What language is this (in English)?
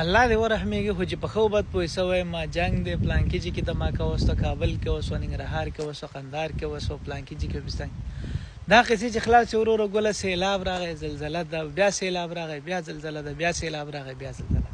Pashto